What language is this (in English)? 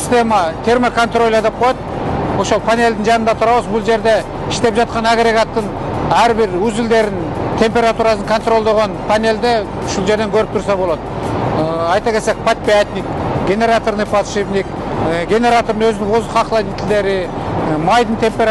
Kyrgyz